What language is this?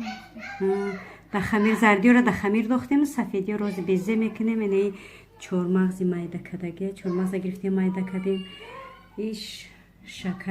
Tajik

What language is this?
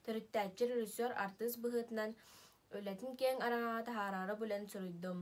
Yakut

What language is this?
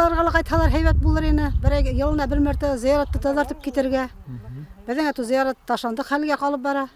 Bashkir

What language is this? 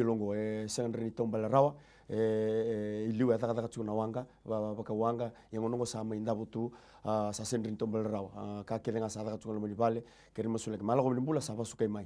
Fijian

